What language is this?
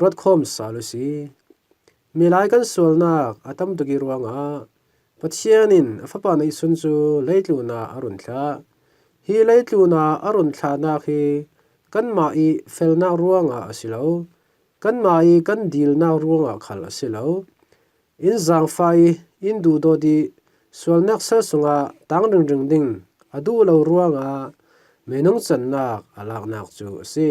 Falam Chin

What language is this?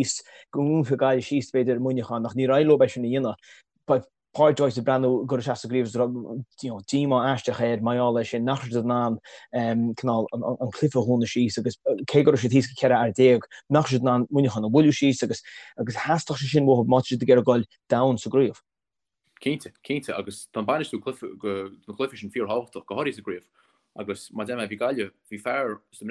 Irish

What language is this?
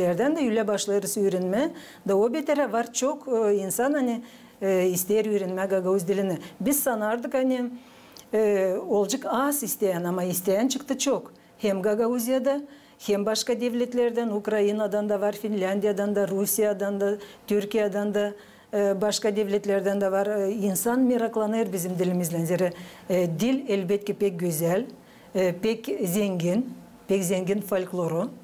Gagauz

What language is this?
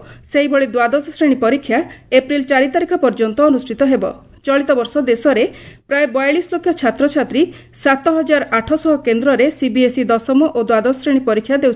Odia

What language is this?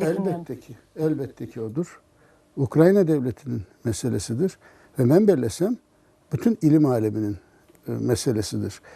Crimean Tatar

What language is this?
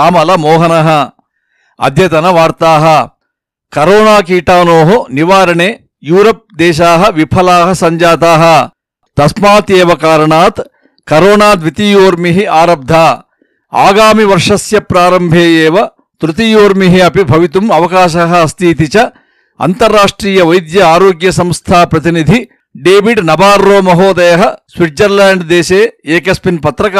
Sanskrit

